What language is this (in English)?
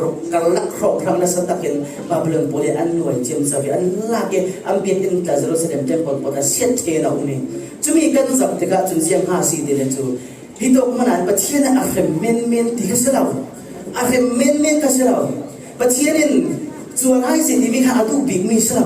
Falam Chin